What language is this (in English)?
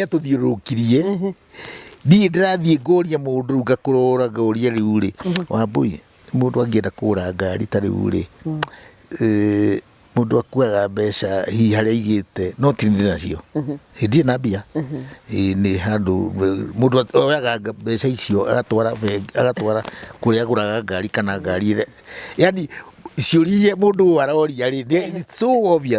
Kikuyu